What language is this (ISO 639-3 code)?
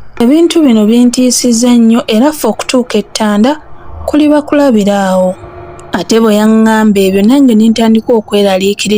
lug